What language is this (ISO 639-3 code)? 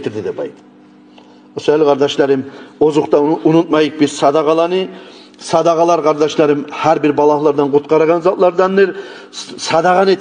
kum